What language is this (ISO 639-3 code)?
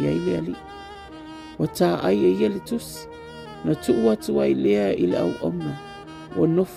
smo